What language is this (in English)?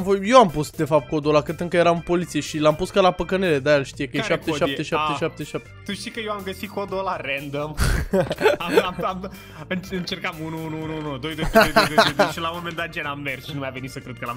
Romanian